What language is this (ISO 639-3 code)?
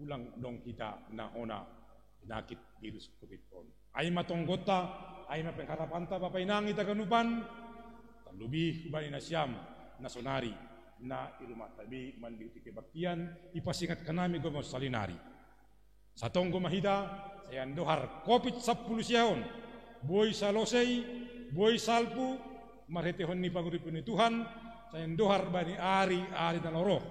bts